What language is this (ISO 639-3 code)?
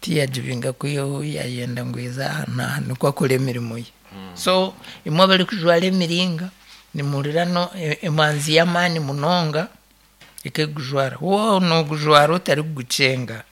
nyn